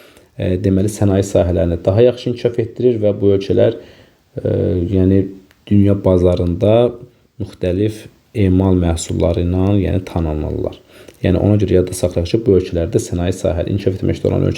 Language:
Azerbaijani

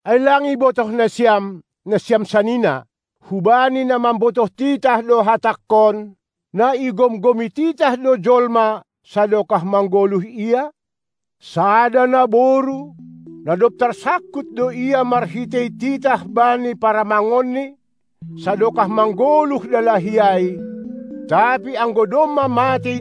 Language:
Batak Simalungun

